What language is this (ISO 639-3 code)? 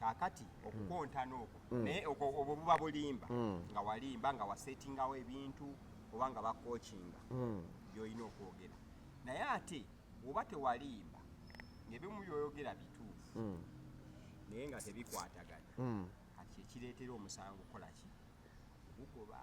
lug